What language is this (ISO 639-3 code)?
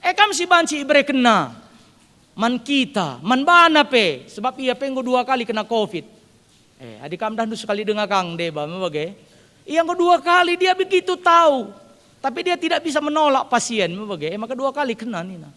btx